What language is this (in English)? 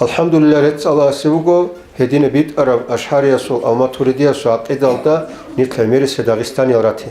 Avaric